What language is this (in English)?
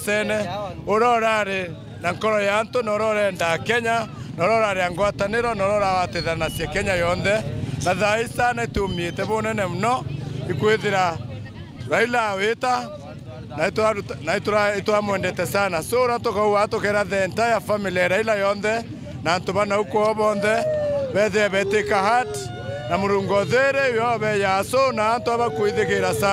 Meru